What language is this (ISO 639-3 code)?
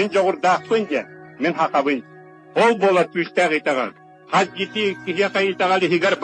sah